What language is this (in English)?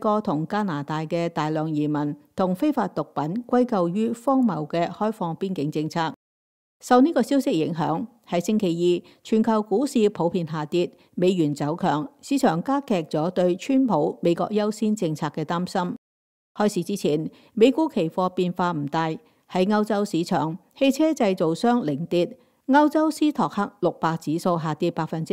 Cantonese